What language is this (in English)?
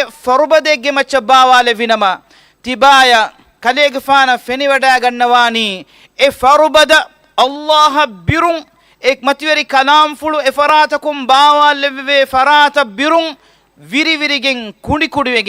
Divehi